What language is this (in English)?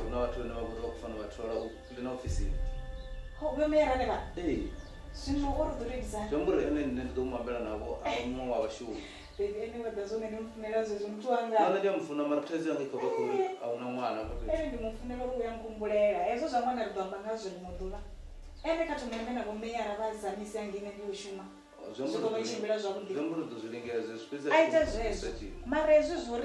Venda